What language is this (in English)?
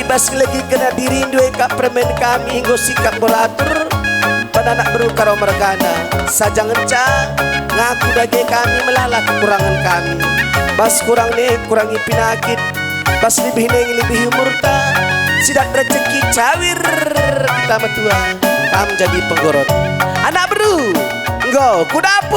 Batak Karo